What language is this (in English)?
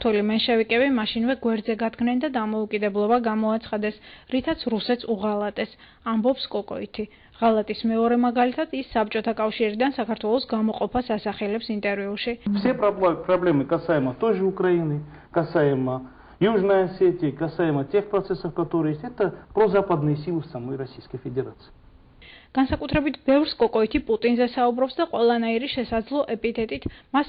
Georgian